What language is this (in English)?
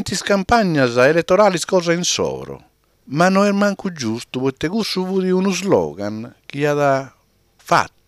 Sardinian